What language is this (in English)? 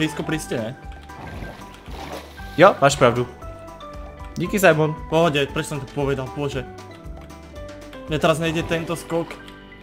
Czech